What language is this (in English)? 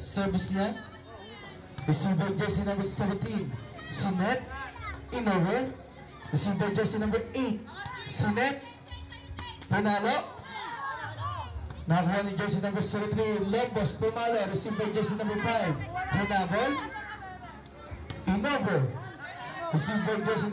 Filipino